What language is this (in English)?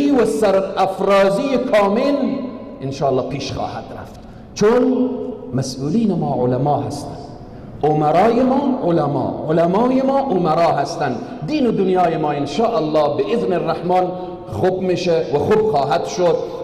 Persian